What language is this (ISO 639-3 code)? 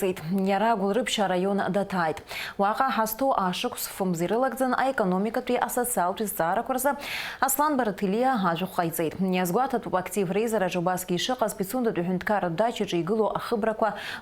abk